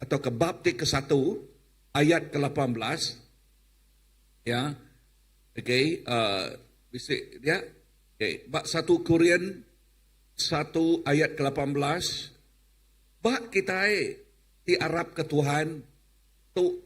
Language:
Iban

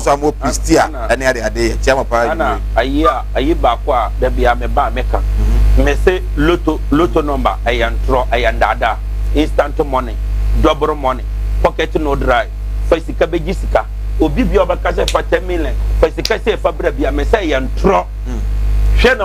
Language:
Akan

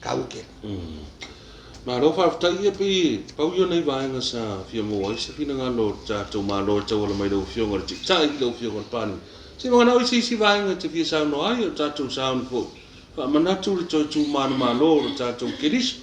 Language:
Samoan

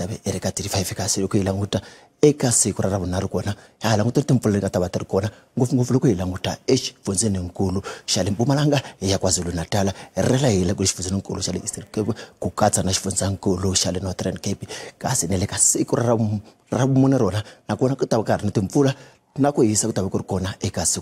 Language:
Tsonga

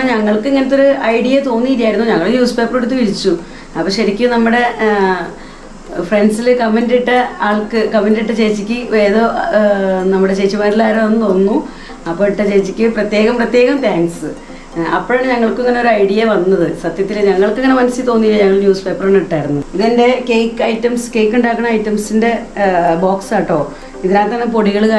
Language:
Malayalam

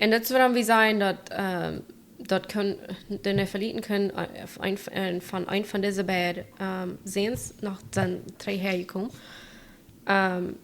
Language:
Plautdietsch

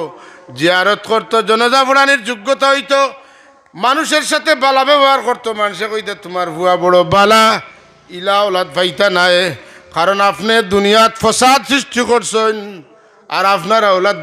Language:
Sylheti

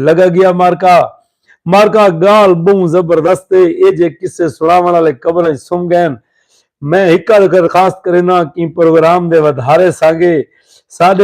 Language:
Saraiki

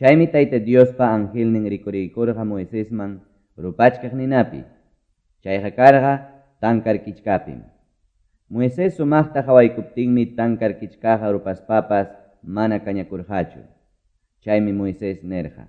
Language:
Quechua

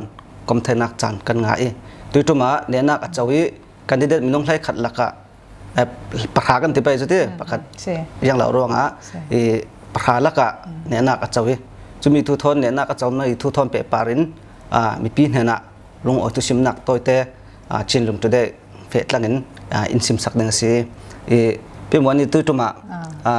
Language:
Falam Chin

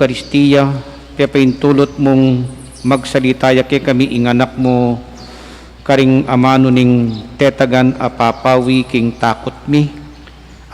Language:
Pampanga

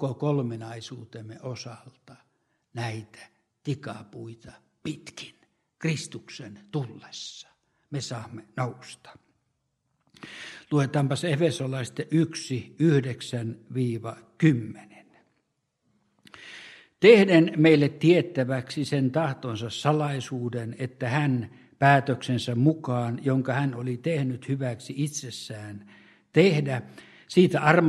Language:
Finnish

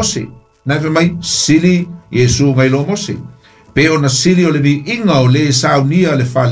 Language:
Samoan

